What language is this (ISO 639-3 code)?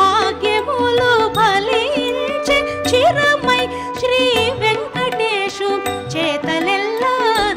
tel